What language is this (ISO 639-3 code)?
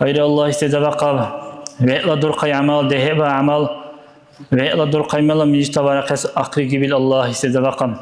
dar